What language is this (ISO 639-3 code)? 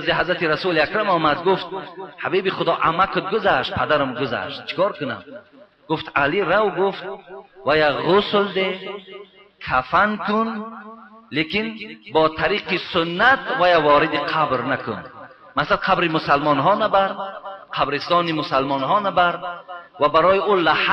tgk